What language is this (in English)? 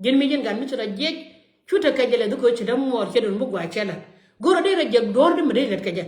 Nuer